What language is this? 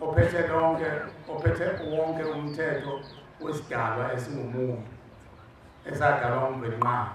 Zulu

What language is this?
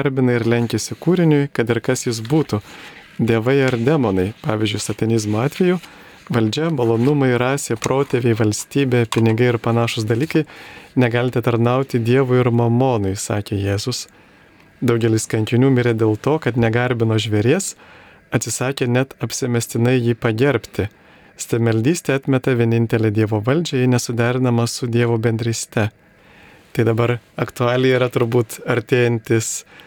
Lithuanian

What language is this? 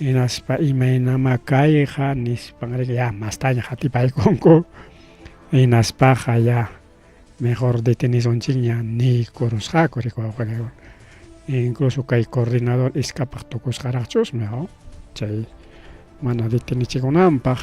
Ayacucho Quechua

